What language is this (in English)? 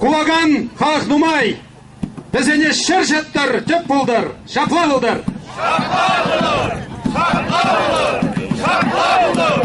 Chuvash